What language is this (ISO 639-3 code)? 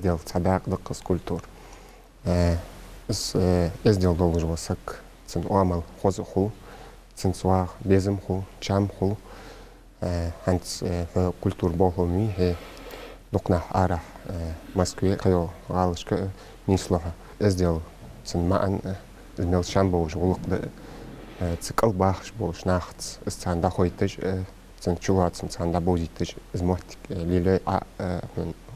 inh